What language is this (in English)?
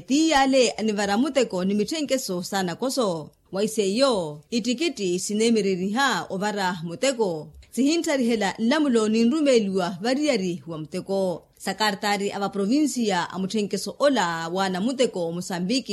Makhuwa